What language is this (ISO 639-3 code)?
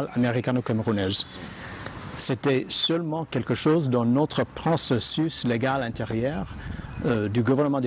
fra